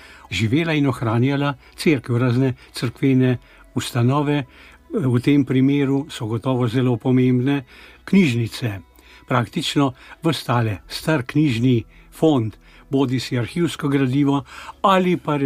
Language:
Slovenian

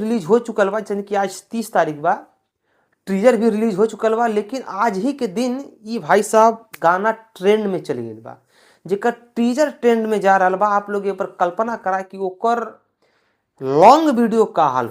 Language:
Bhojpuri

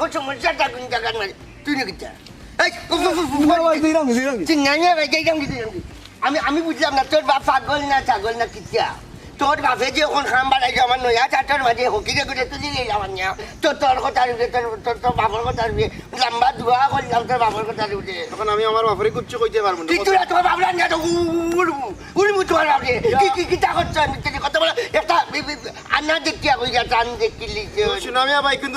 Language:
Sylheti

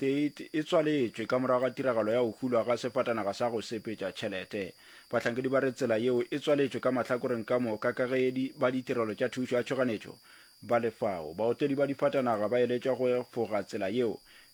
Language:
Northern Sotho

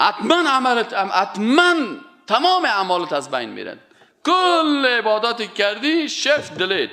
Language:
Persian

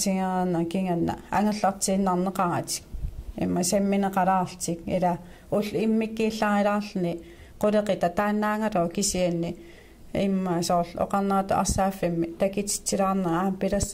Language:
Kalaallisut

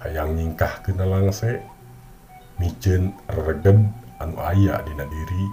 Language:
Sundanese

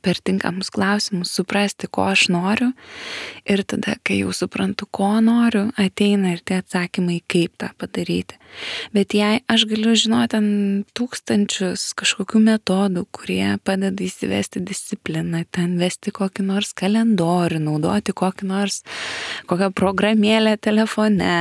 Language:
Lithuanian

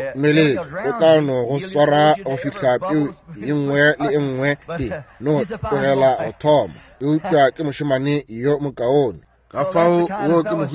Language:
Northern Sotho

